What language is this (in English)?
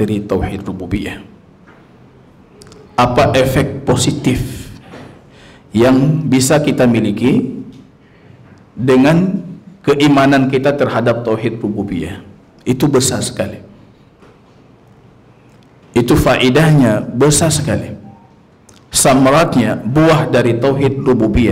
Indonesian